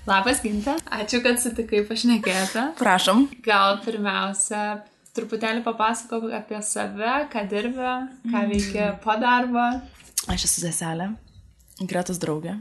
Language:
Lithuanian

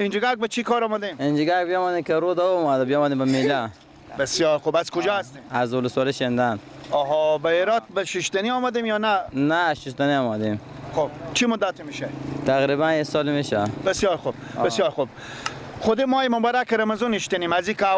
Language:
Persian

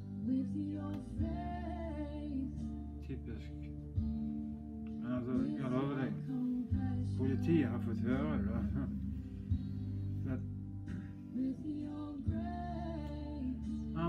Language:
Norwegian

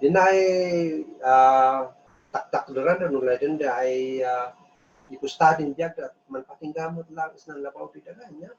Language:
Kankanaey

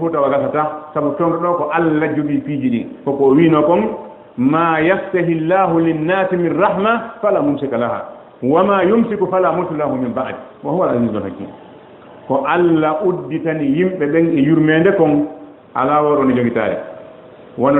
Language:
Fula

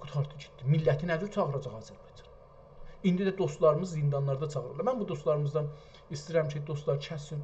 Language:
South Azerbaijani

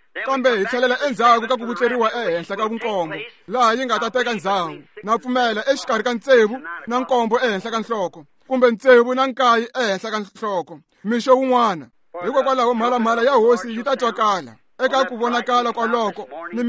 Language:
Tsonga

